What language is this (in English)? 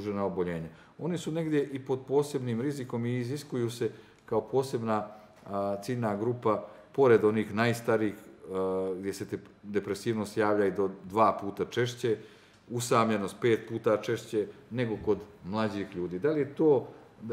Serbian